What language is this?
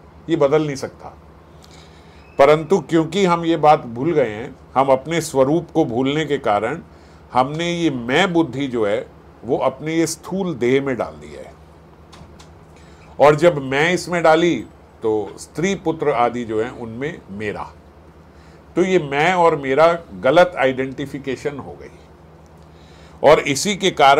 Hindi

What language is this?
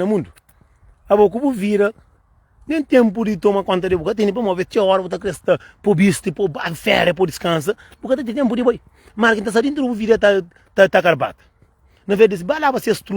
Kabuverdianu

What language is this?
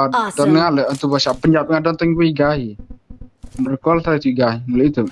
Khasi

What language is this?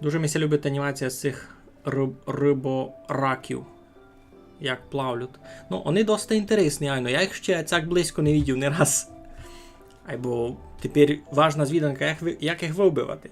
Rusyn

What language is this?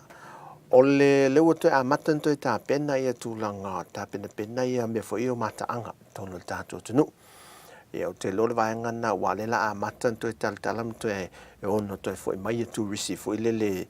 Samoan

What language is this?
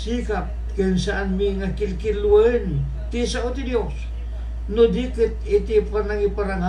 Iloko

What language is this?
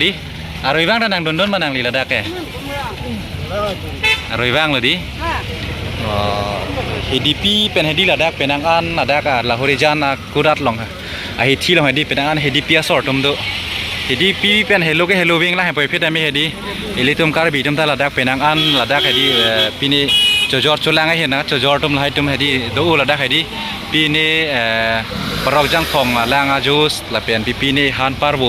Karbi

